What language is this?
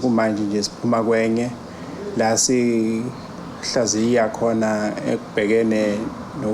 Zulu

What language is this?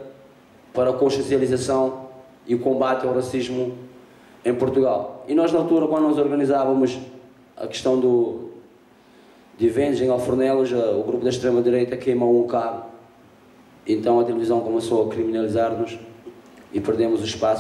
Portuguese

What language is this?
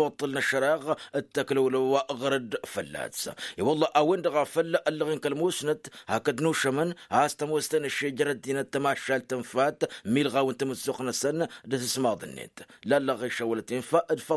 Tamasheq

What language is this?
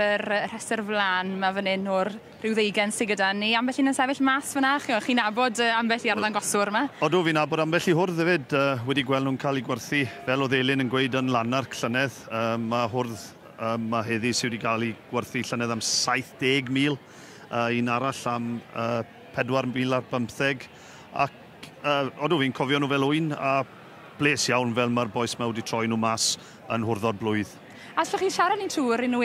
Welsh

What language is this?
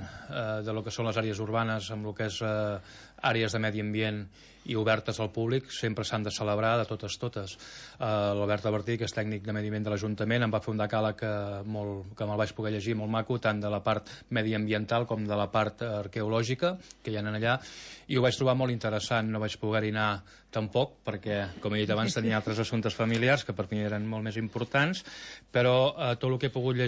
Catalan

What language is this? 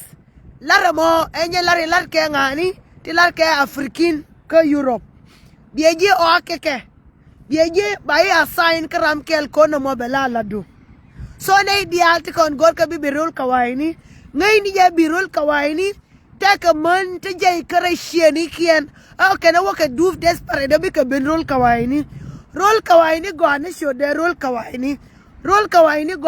Nuer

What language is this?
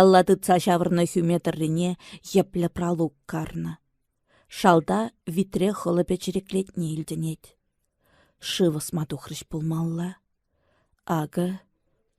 Chuvash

